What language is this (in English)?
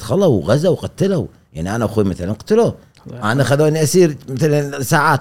Gulf Arabic